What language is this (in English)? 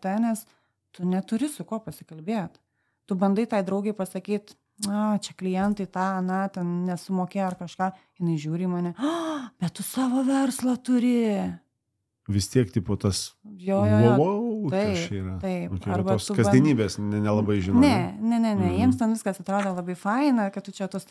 Lithuanian